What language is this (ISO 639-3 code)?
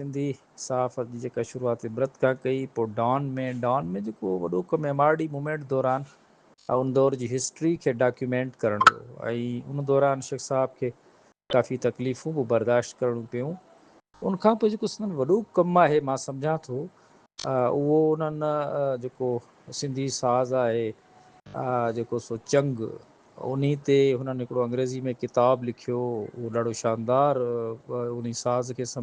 snd